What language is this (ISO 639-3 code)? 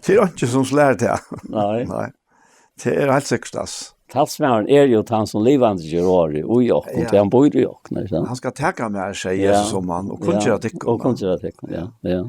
fao